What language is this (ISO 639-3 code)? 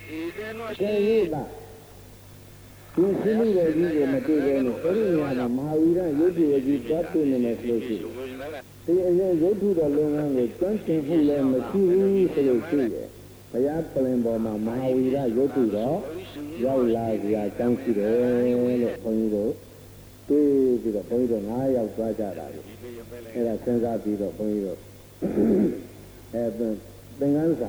mya